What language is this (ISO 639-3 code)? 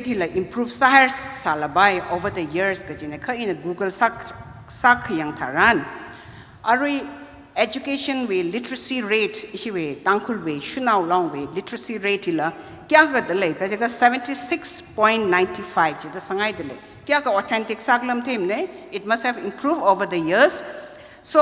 nmf